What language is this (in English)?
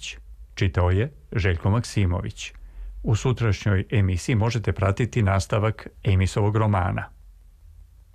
Serbian